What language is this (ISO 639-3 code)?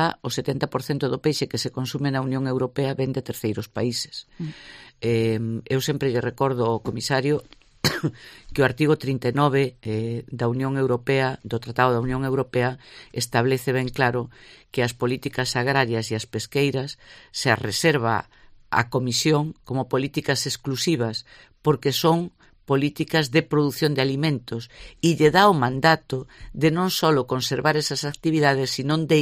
glg